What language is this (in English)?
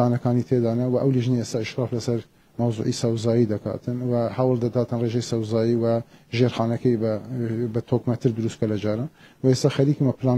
Central Kurdish